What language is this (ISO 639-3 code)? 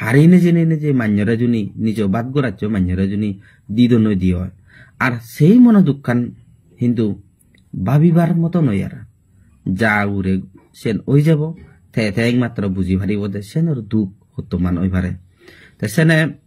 ccp